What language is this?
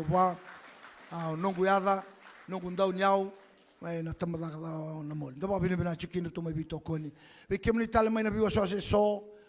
Fijian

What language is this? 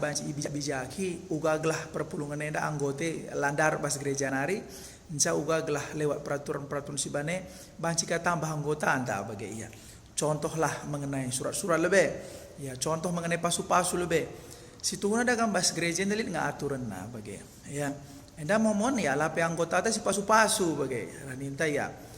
Batak Karo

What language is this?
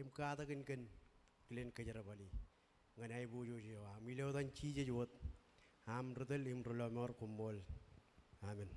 Marshallese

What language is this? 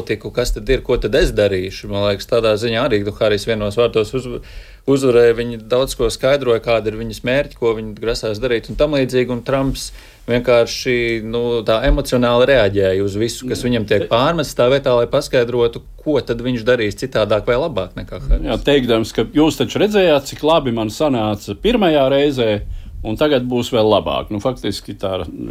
Latvian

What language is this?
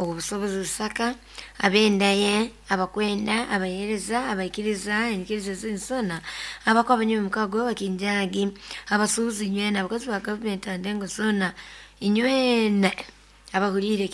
Nyoro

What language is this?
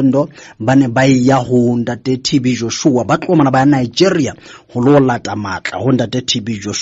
Southern Sotho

